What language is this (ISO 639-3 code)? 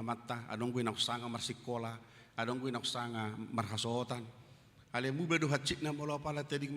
bbc